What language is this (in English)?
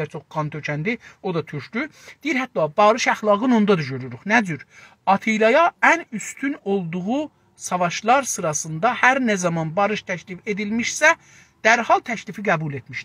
South Azerbaijani